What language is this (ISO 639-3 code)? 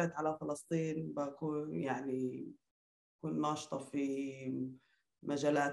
apc